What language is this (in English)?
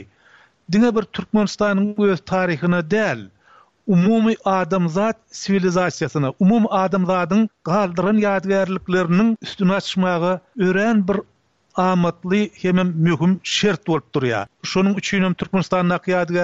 Turkmen